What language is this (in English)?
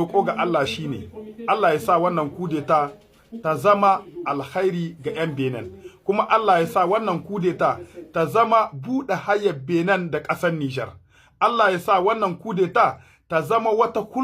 Hausa